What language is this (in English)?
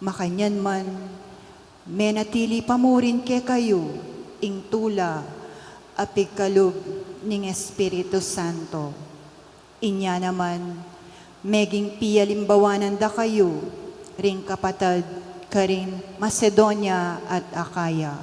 Pampanga